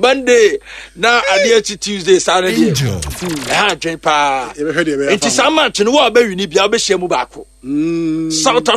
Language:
Akan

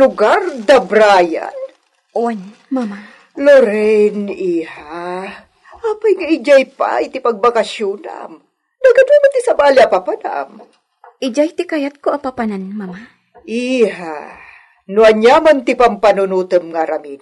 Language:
Iloko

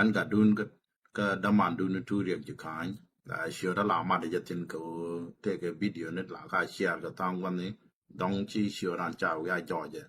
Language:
Nuer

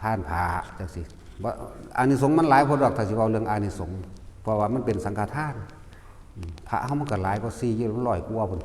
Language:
Northeastern Thai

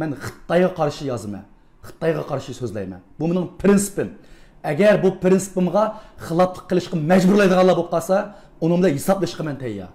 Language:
Uyghur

